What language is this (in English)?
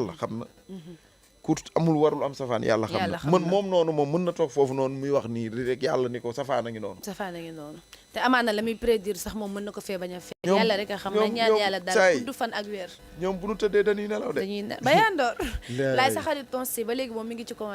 Wolof